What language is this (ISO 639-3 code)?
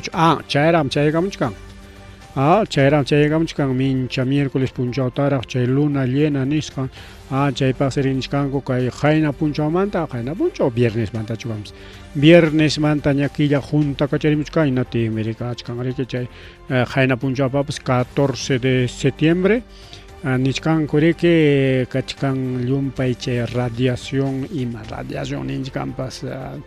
quy